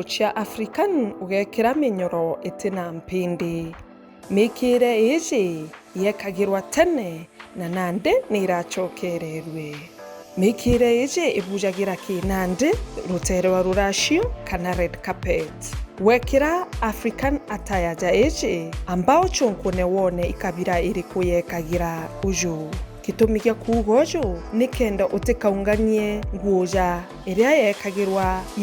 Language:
Meru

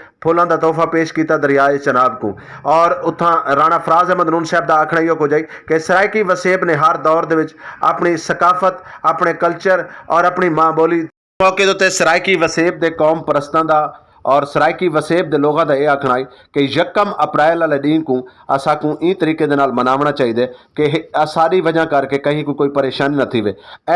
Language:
Saraiki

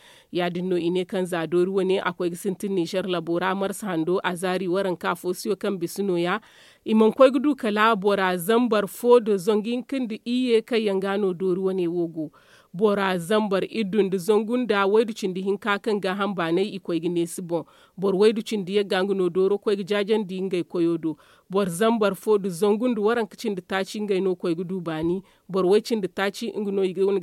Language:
Zarma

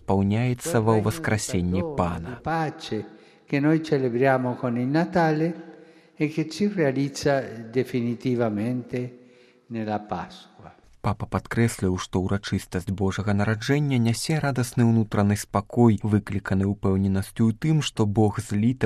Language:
Belarusian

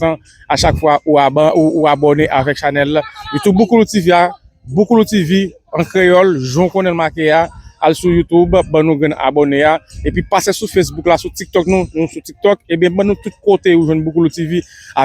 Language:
Haitian Creole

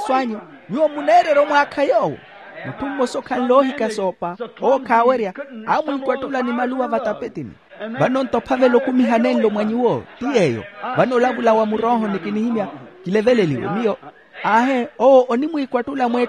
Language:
Makhuwa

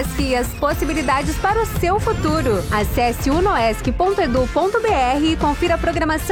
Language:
Portuguese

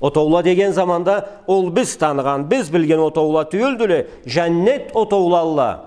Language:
Karachay-Balkar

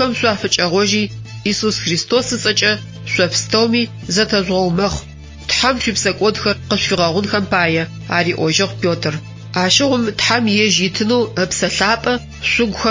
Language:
Adyghe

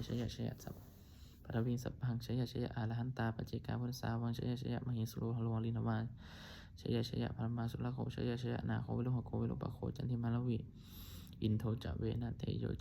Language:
Pali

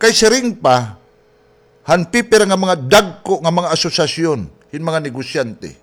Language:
Waray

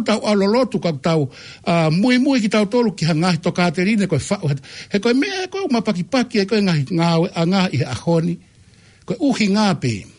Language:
Tongan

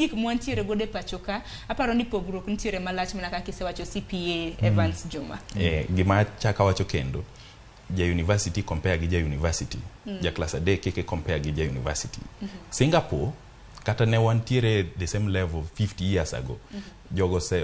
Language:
Luo (Kenya and Tanzania)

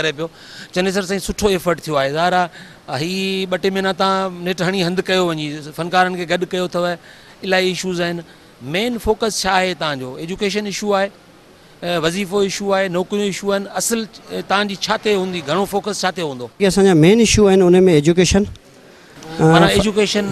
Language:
Sindhi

